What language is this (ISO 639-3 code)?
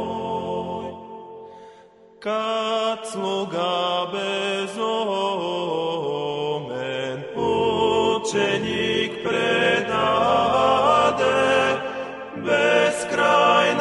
bul